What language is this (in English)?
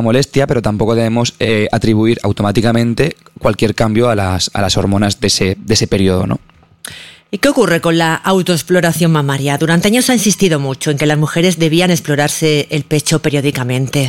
Spanish